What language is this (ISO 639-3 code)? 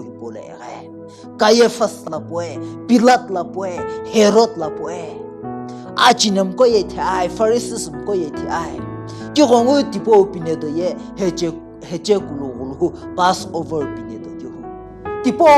nsm